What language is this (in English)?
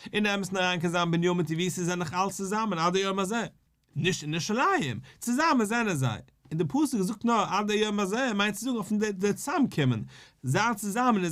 Yiddish